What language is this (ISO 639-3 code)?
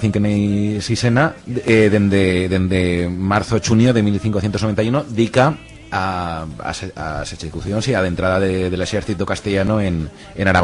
arg